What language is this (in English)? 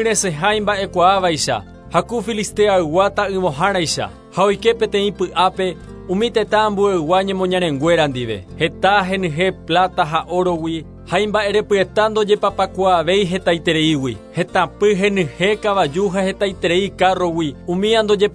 Guarani